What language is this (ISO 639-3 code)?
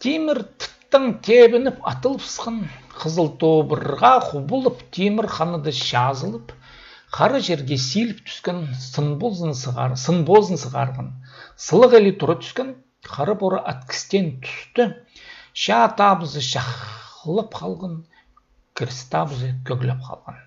kjh